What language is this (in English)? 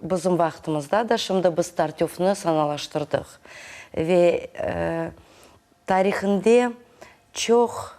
Crimean Tatar